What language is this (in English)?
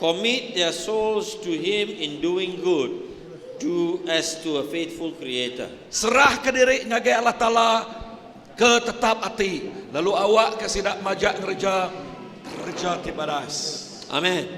Iban